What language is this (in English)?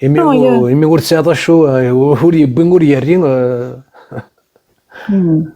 Kabyle